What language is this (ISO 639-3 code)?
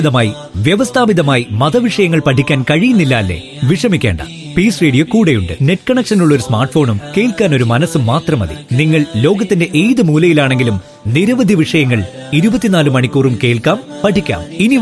mal